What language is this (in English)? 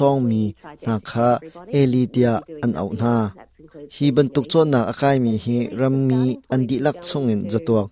Hakha Chin